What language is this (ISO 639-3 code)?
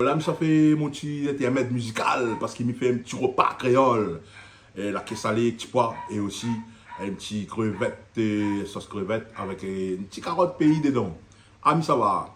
rcf